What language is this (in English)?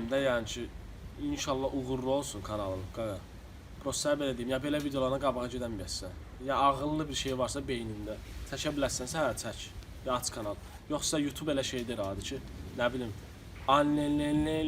Azerbaijani